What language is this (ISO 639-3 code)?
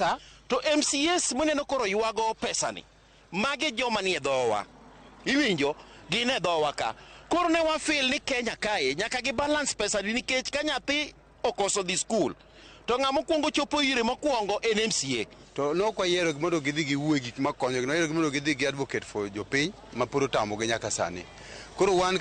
luo